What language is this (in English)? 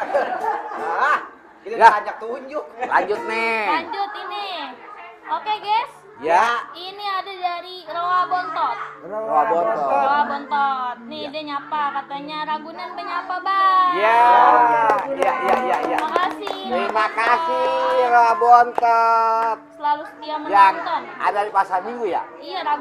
Betawi